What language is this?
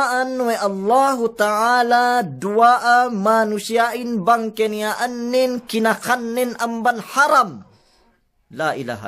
Yakan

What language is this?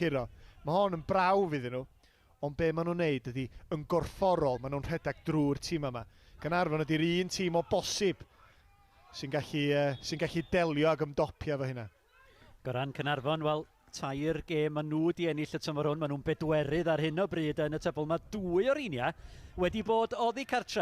Welsh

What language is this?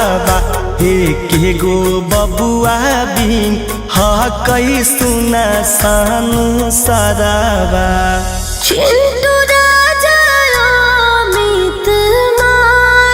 Magahi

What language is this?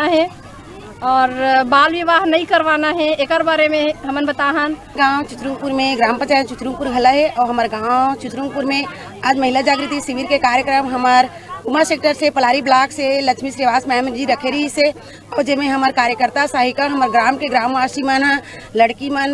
Chhattisgarhi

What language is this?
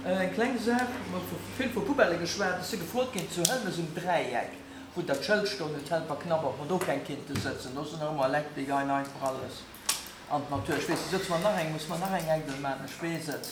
Luxembourgish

